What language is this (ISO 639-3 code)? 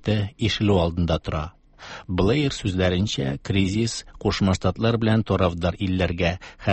tat